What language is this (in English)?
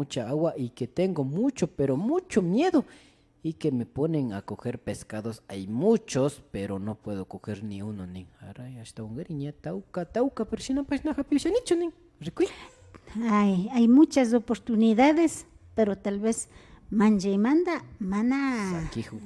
Imbabura Highland Quichua